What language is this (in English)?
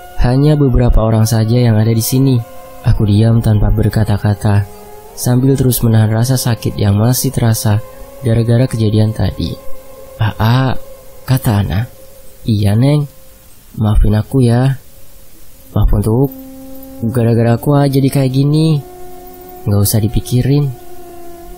Indonesian